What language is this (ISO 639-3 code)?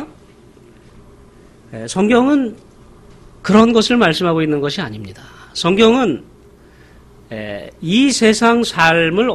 kor